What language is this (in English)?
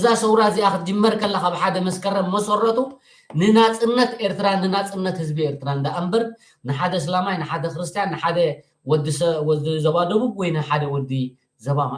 Tigrinya